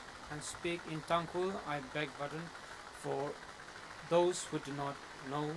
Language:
Tangkhul Naga (India)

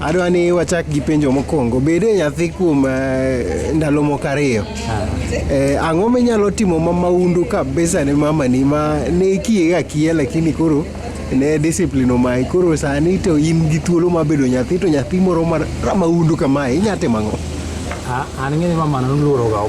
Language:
Luo (Kenya and Tanzania)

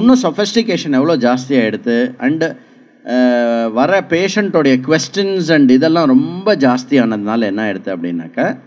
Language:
Tamil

